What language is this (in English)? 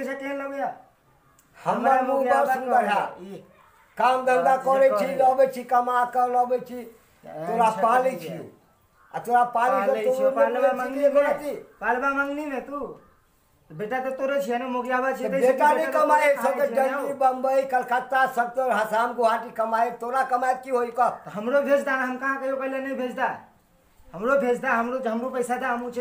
Maithili